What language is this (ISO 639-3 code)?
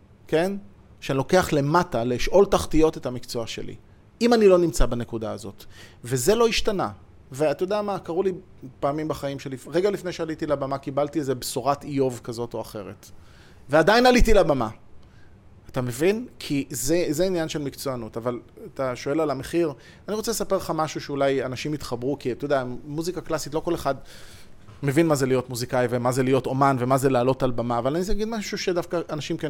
heb